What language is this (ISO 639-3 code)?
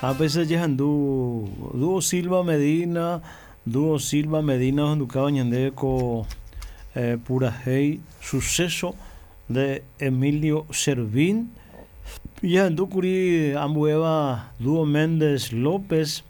grn